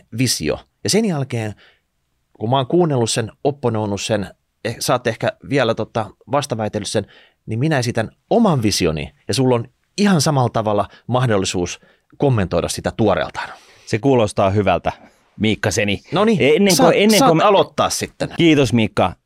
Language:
Finnish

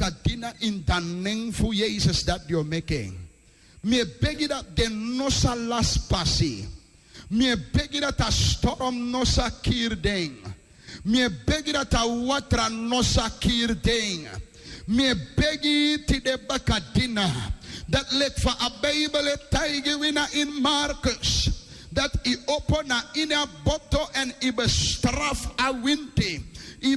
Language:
Sranan Tongo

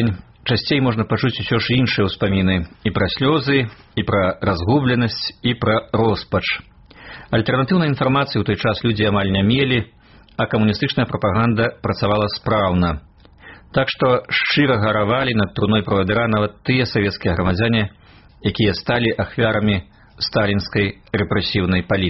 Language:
Belarusian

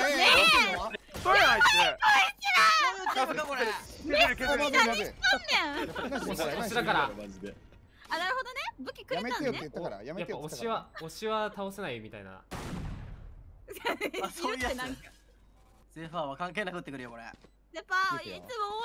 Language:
Japanese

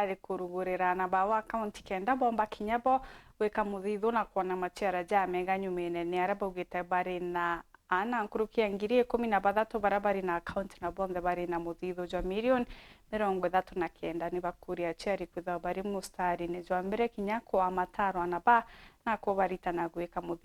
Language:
Meru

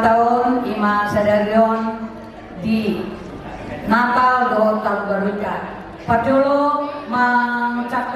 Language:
Batak Toba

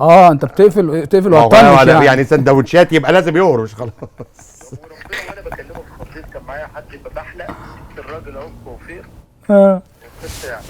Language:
Egyptian Arabic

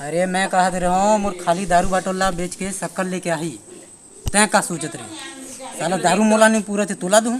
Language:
Chhattisgarhi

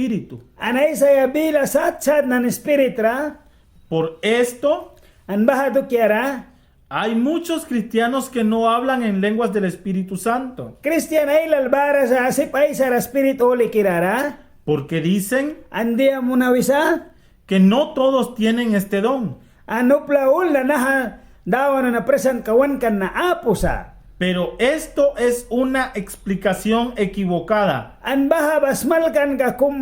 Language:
Mískito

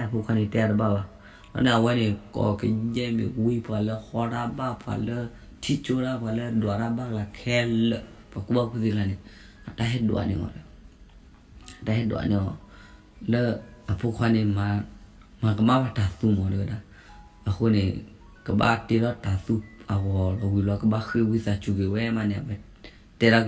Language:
S'gaw Karen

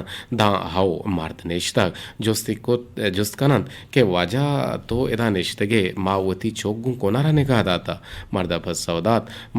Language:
Eastern Balochi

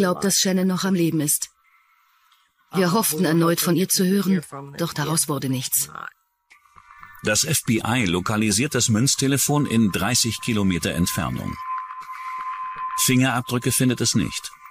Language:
German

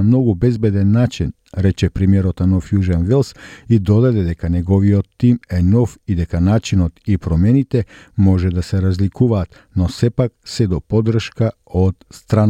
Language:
Macedonian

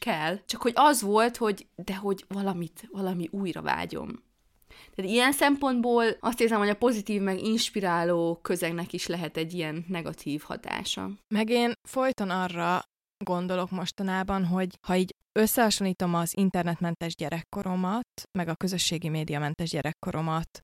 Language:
Hungarian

